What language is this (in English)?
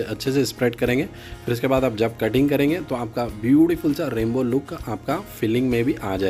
Hindi